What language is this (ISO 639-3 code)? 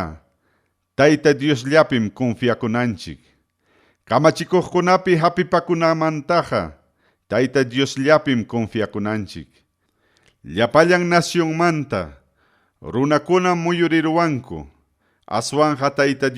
quy